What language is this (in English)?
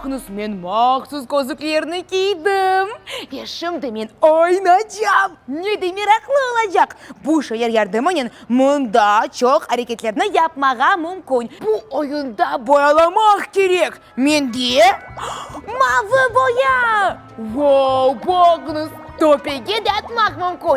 Crimean Tatar